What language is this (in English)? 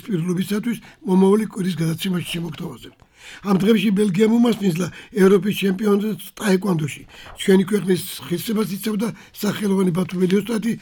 Georgian